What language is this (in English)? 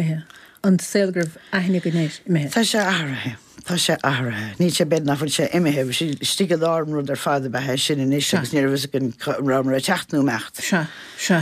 Irish